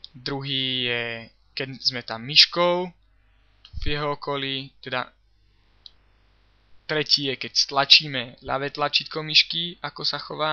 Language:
Slovak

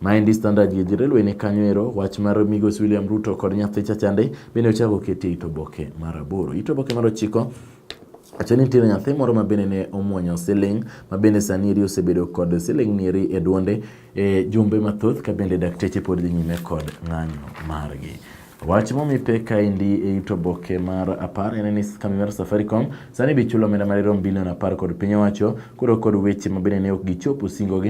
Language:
Luo (Kenya and Tanzania)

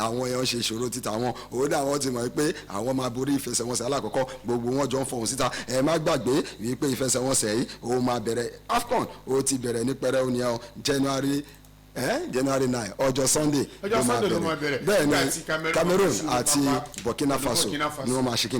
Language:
Yoruba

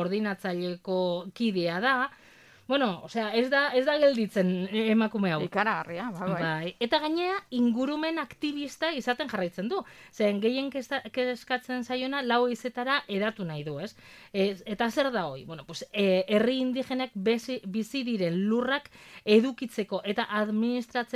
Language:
Basque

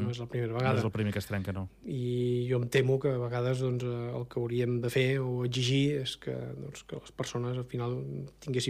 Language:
Catalan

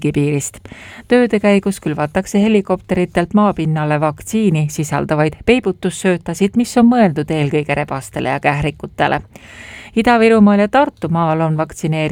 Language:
Estonian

